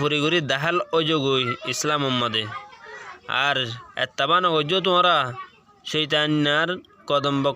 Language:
Rohingya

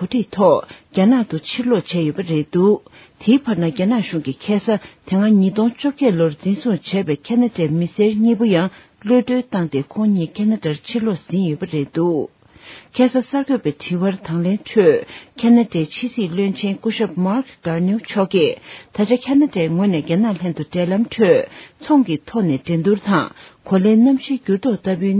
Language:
Tibetan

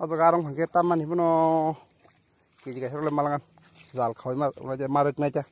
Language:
Kok Borok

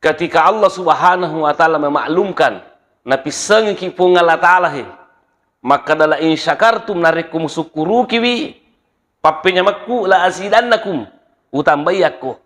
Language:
Buginese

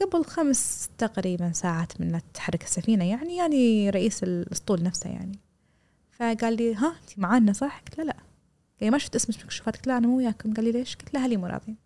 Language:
Gulf Arabic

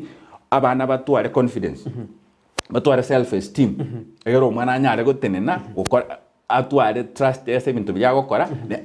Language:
Gusii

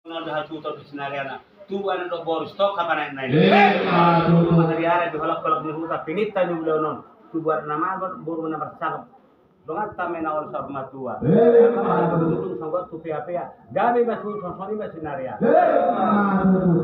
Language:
Batak Toba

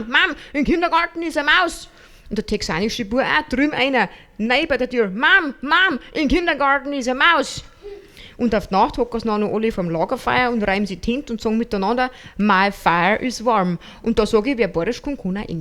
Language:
Bavarian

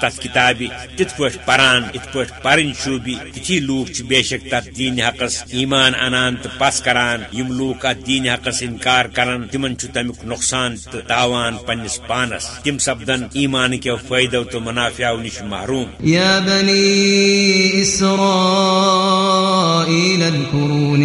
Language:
Kashmiri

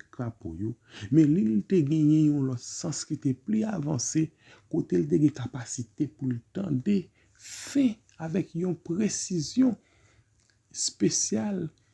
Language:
Haitian Creole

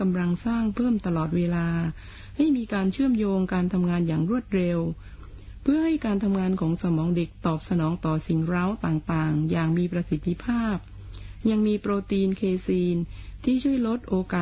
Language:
Thai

